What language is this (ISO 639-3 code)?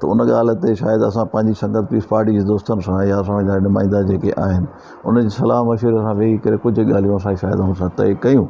snd